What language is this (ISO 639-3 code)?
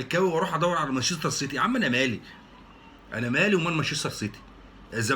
arz